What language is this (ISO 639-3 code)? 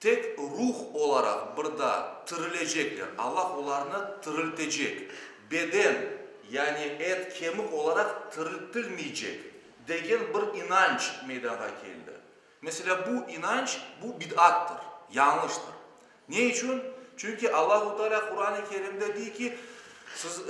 crh